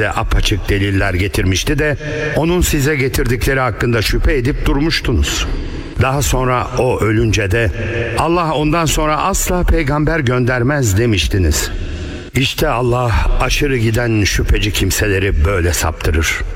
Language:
Turkish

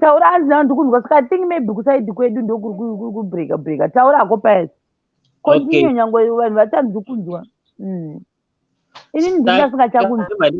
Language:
Shona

